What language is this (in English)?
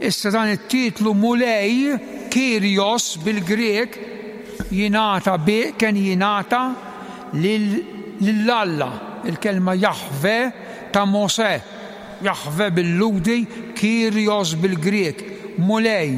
Maltese